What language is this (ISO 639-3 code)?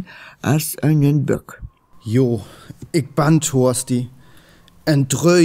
frr